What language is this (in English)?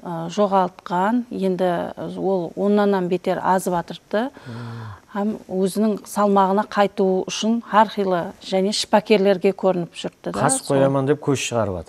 Kara-Kalpak